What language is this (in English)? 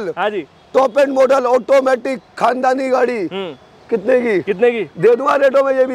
Hindi